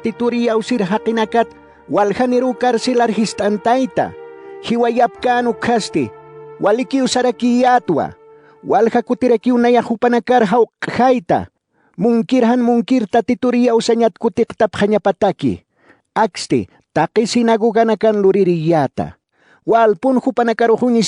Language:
Aymara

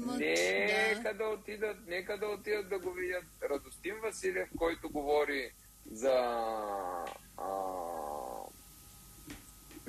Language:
Bulgarian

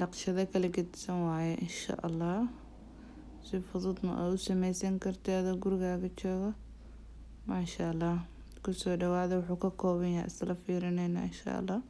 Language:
Somali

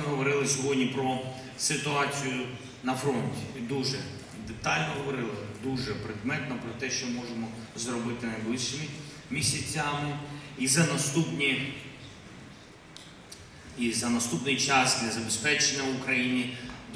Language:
Ukrainian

